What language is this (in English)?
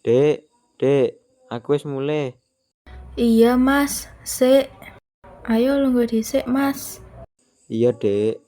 Javanese